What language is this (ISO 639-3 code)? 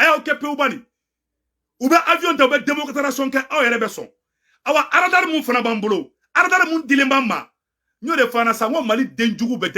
bam